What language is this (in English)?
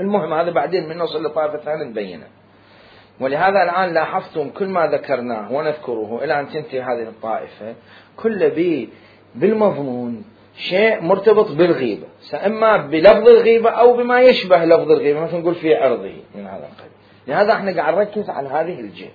Mesopotamian Arabic